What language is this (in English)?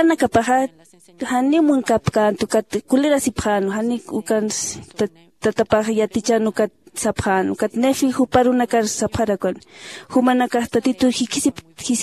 Aymara